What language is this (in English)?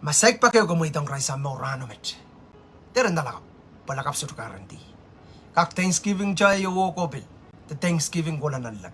Pohnpeian